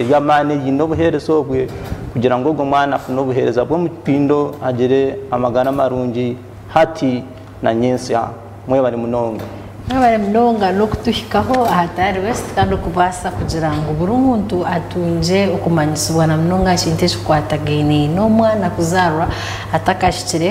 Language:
Nyankole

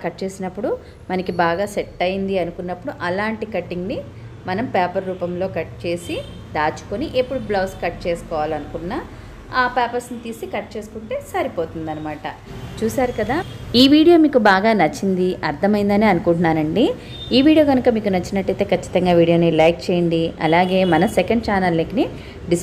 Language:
Telugu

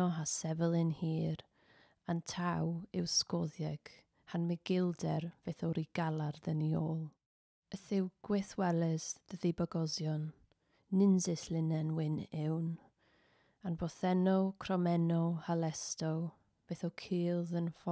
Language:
Cornish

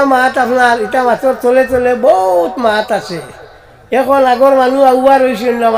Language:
Sylheti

